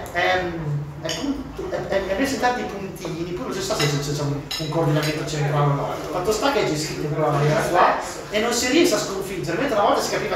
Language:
Italian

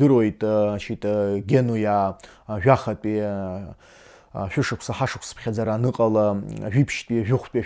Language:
Abkhazian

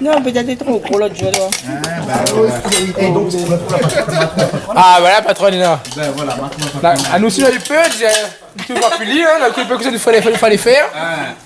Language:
Réunion Creole French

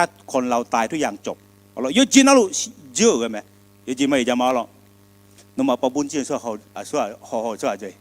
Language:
Akha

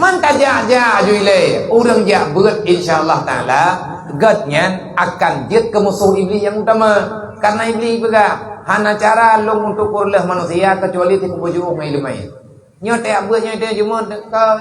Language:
Achinese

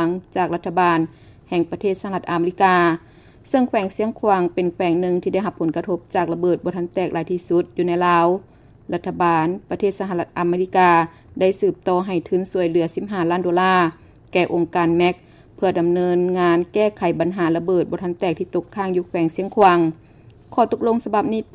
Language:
Lao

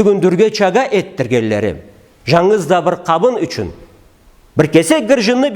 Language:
Karachay-Balkar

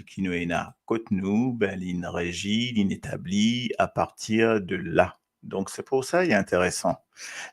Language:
Morisyen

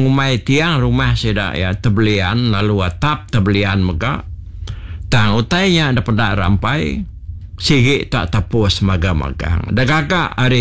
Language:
Iban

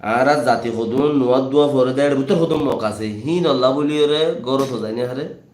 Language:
Rohingya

